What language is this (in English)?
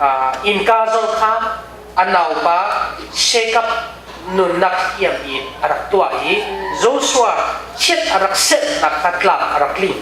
Hakha Chin